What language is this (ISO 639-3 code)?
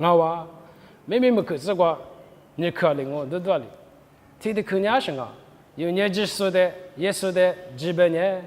lis